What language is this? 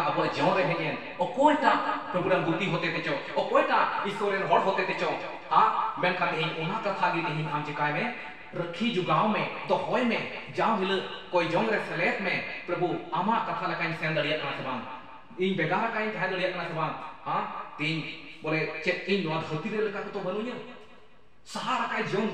Santali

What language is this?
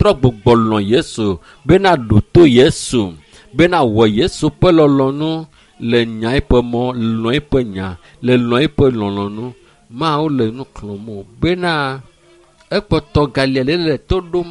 Ewe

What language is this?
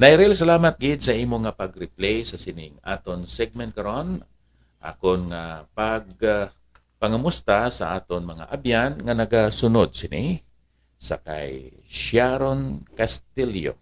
Hiligaynon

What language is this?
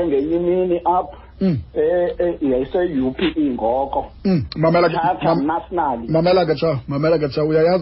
Xhosa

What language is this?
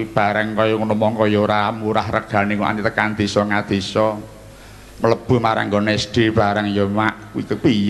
Javanese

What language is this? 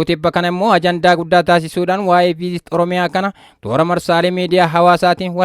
Oromo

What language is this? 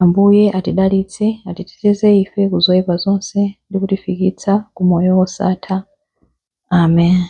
Nyanja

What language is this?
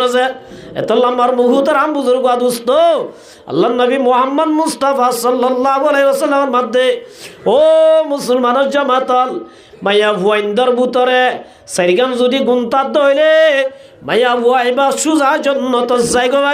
Rohingya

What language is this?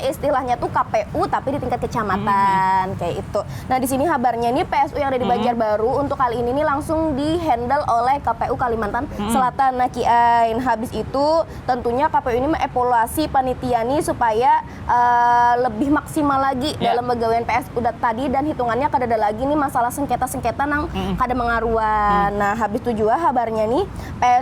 Banjar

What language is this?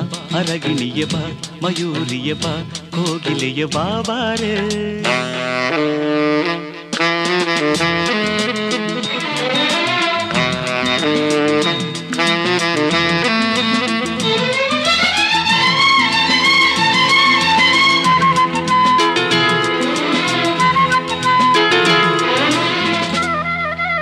Kannada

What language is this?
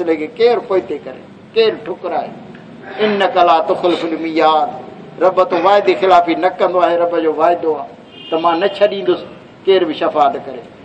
Saraiki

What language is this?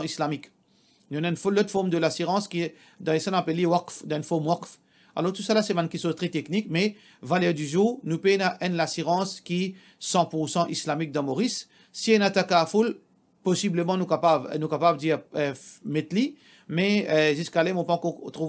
Morisyen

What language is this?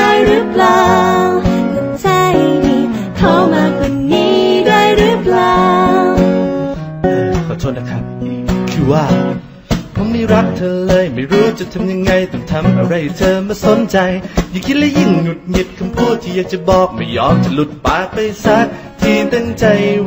Thai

